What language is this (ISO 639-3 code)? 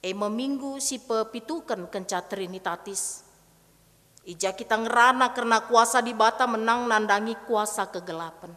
btx